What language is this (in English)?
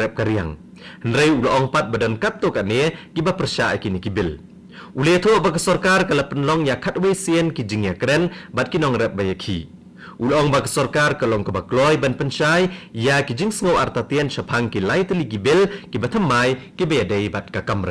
Khasi